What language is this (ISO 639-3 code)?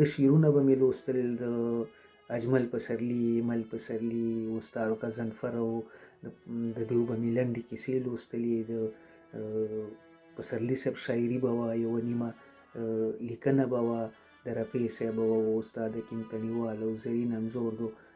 pus